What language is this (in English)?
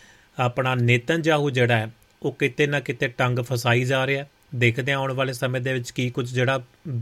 Punjabi